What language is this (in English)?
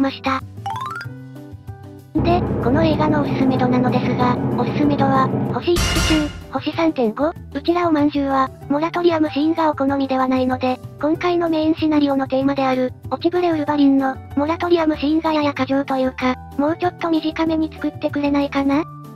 Japanese